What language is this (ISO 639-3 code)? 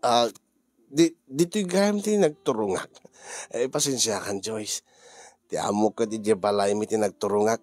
ilo